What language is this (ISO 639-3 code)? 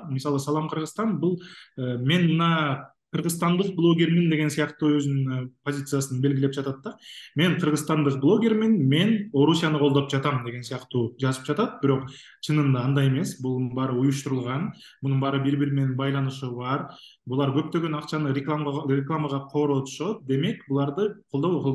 kir